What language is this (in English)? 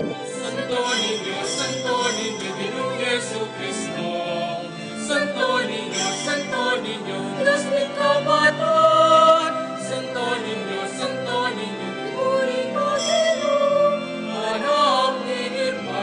Pampanga